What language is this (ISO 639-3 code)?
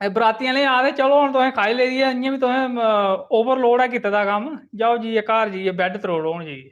doi